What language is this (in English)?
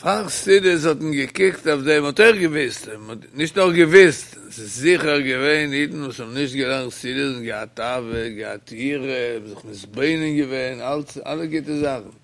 Yiddish